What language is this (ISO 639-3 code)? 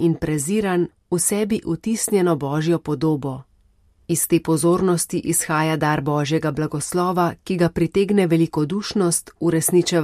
slv